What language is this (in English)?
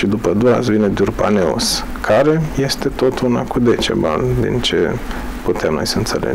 Romanian